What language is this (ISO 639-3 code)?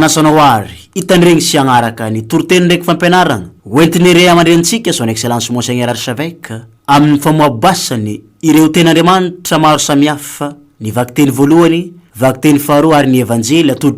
mlg